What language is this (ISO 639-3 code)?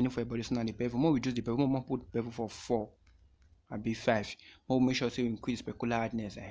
pcm